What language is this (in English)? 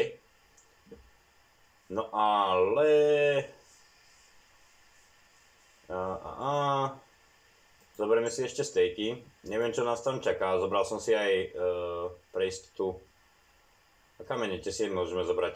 Slovak